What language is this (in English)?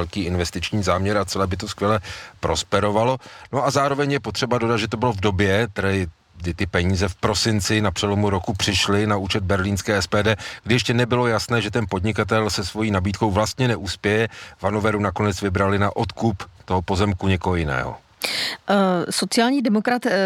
Czech